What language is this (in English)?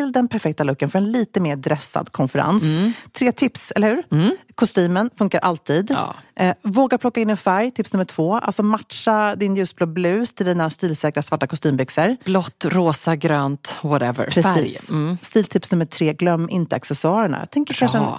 Swedish